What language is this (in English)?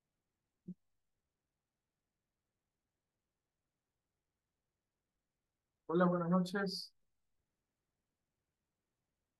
Spanish